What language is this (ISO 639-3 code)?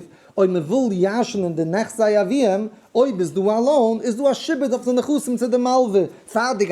yid